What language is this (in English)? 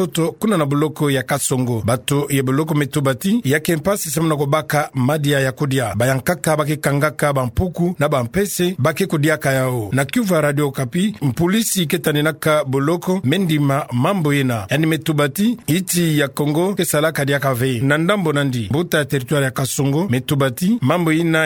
Kituba (Democratic Republic of Congo)